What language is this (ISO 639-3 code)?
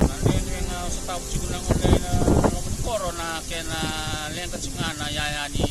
fij